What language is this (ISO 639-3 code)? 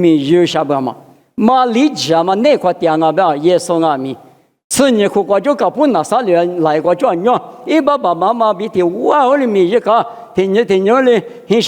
lis